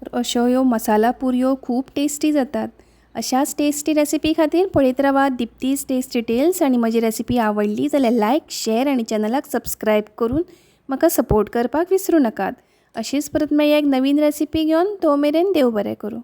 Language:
Konkani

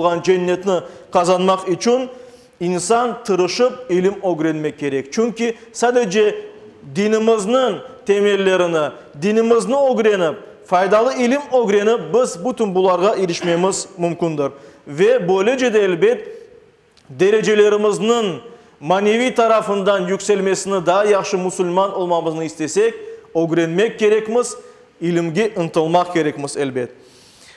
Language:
Crimean Tatar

